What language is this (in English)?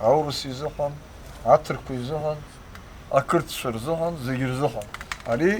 Abkhazian